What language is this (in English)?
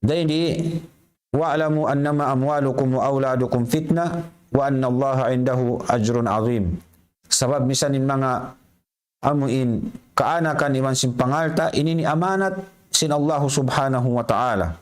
Tausug